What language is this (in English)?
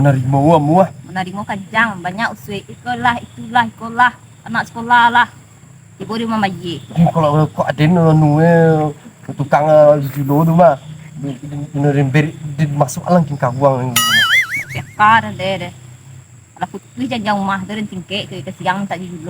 Minangkabau